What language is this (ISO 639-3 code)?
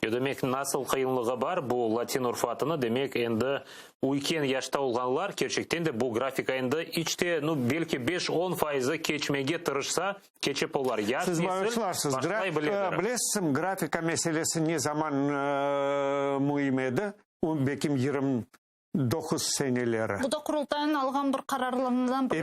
crh